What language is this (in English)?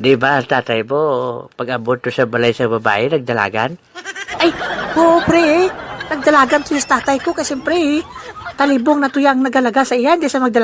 Hiligaynon